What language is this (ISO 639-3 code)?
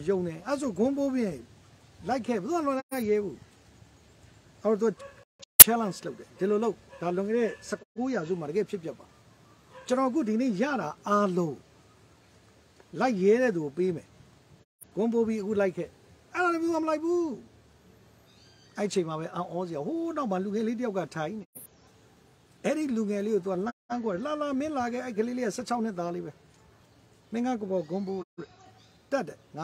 mya